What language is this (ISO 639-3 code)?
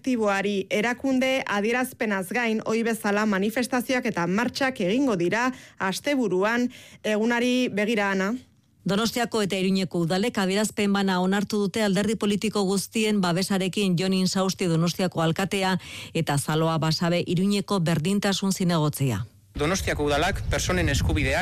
eus